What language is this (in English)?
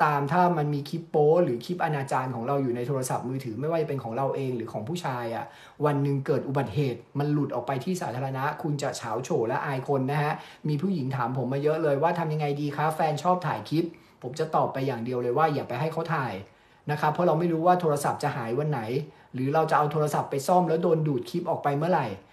Thai